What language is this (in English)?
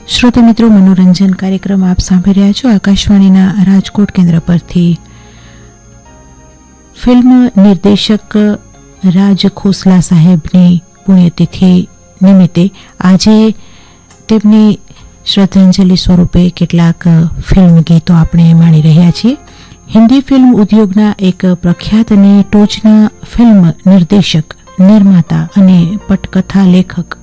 Gujarati